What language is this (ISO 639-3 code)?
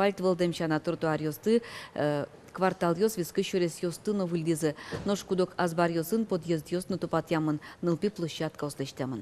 udm